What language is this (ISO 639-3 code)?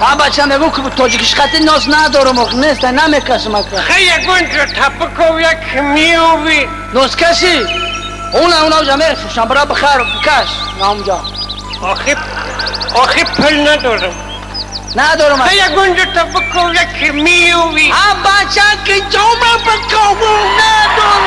tgk